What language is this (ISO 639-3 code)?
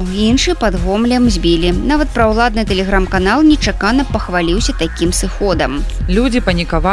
bel